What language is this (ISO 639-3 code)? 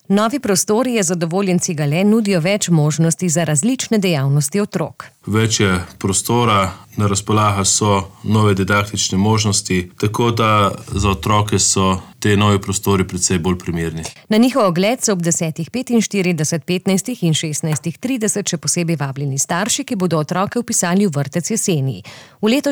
slv